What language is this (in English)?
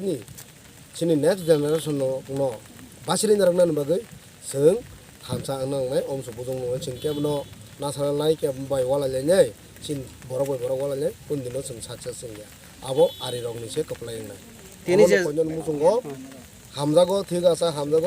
Kok Borok